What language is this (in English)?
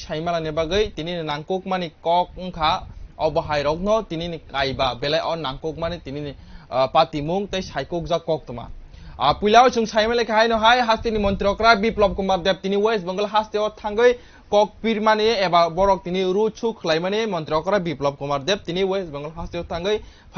Kok Borok